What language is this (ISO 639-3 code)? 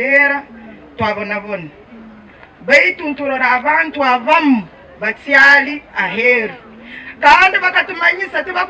nyn